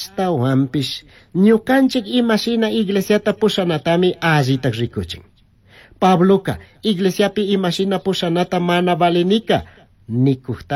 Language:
Chimborazo Highland Quichua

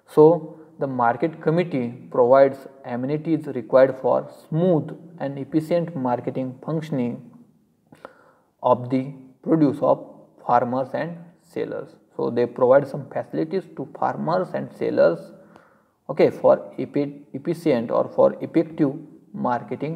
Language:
English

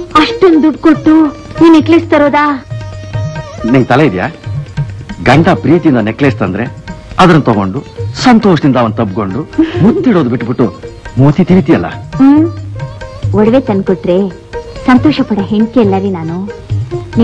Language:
Kannada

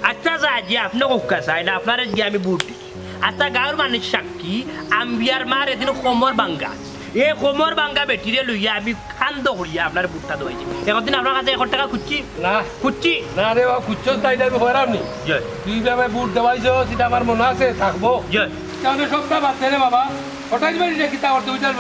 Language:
Sylheti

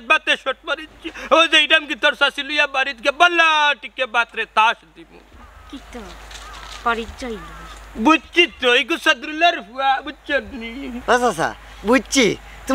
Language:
Sylheti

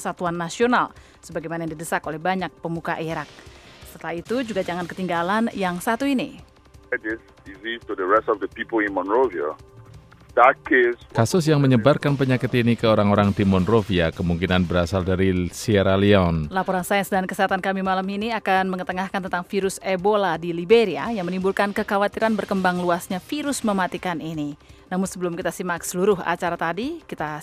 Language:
Indonesian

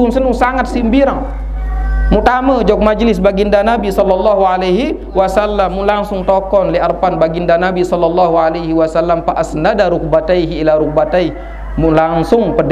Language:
Sasak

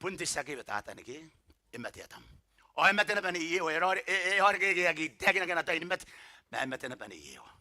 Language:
Gilbertese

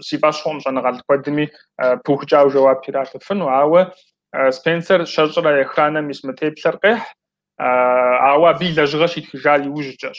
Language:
Kabardian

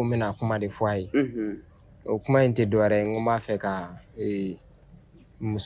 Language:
Bambara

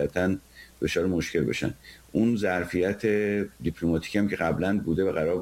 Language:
Persian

